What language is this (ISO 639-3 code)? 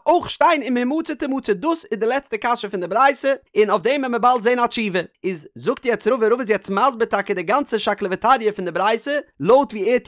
yid